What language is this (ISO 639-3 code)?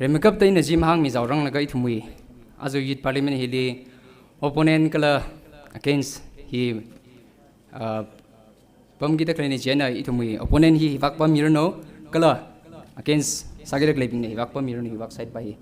nmf